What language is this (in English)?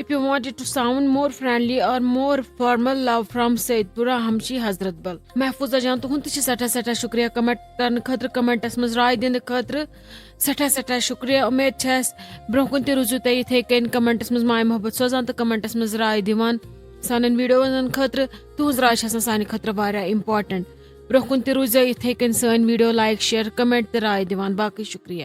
Kashmiri